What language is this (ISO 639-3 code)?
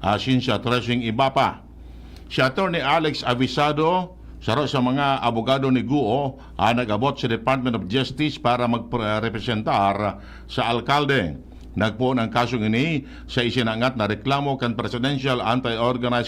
bik